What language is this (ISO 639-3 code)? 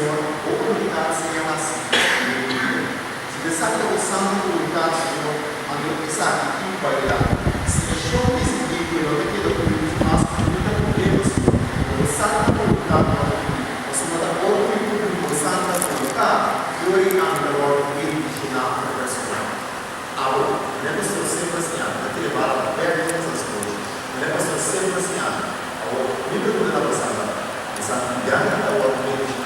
pap